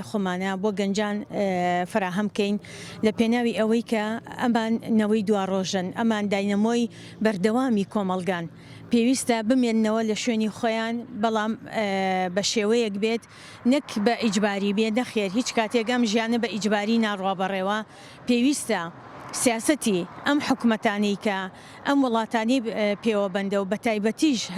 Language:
Central Kurdish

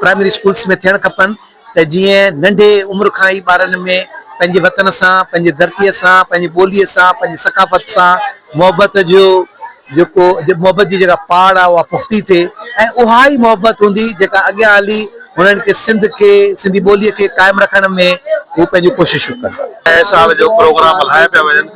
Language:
Sindhi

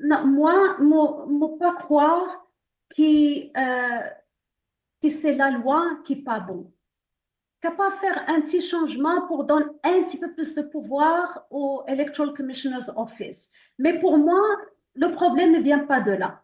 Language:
Morisyen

